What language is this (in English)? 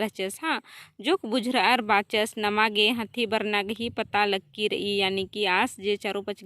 Kurukh